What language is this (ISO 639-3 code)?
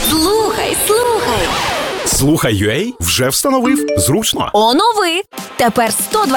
ukr